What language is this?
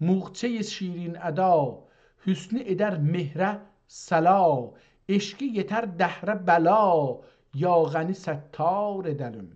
South Azerbaijani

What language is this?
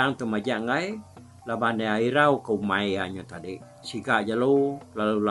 Iban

